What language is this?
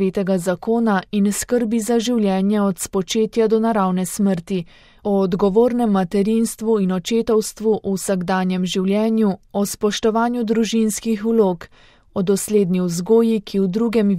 Slovenian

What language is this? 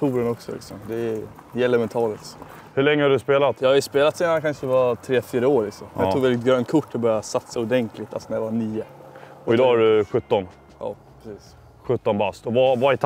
Swedish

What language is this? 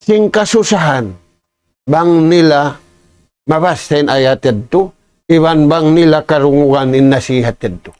Tausug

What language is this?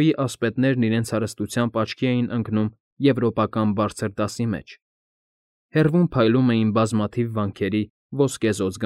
Armenian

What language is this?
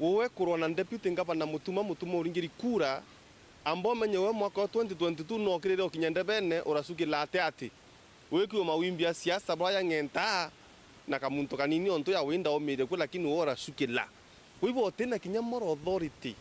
Meru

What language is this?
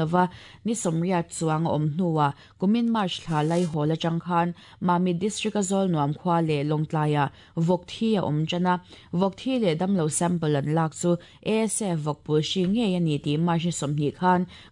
Mizo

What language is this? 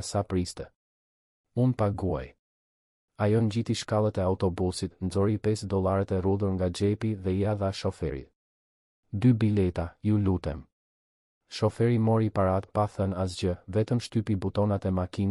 Albanian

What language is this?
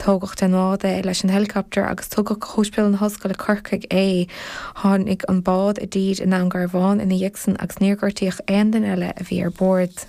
Irish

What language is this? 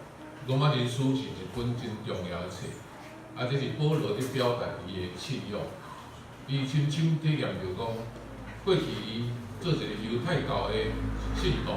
Min Nan Chinese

